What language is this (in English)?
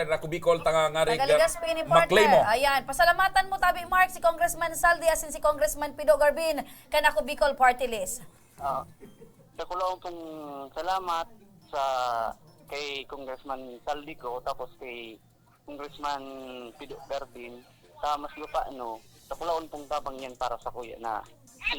Bikol